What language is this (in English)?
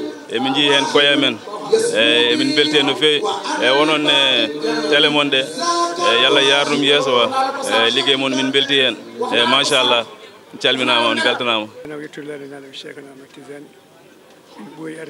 Fula